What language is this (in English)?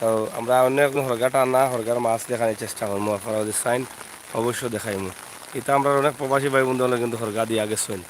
Sylheti